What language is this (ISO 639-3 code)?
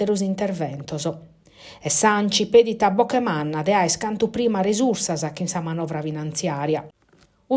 srd